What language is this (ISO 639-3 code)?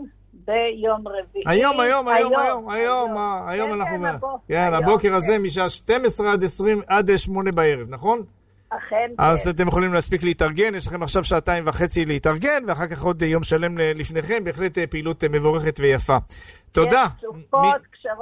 heb